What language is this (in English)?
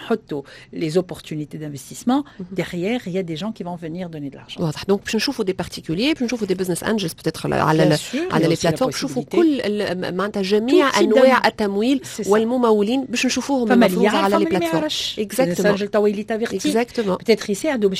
Tunisian Arabic